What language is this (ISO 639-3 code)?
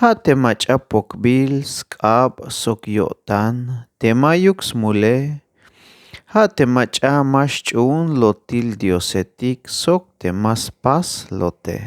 tzh